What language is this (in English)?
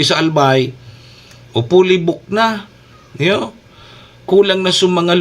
Bikol